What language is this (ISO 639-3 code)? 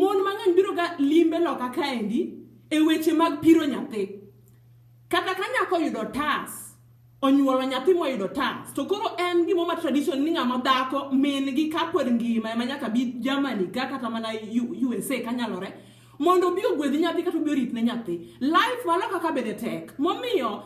luo